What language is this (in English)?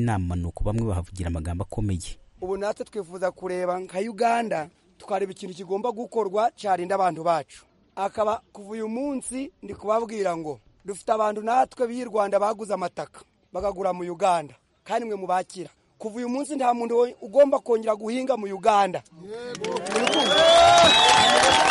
Kinyarwanda